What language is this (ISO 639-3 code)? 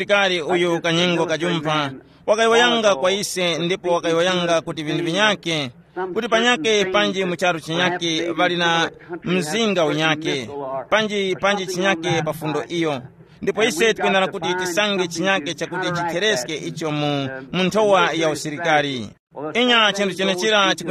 tum